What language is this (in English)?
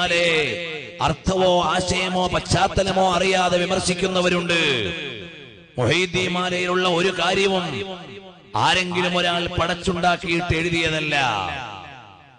Malayalam